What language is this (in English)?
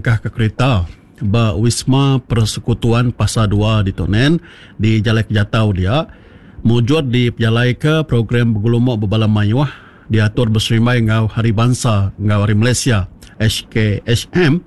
Iban